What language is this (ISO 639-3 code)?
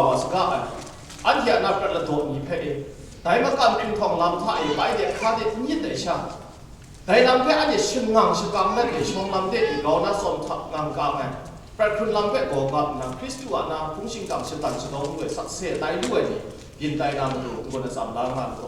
kac